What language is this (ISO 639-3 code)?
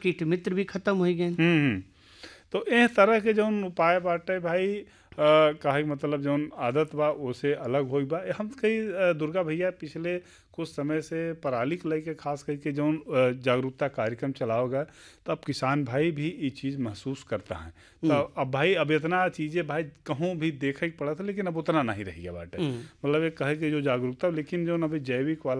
bho